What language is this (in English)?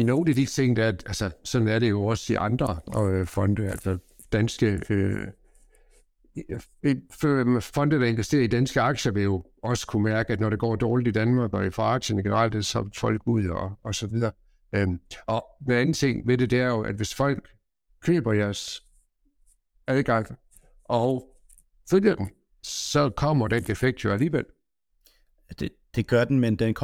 Danish